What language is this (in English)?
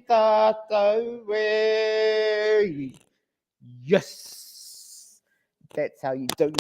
Māori